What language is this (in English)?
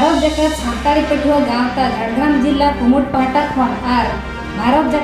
Santali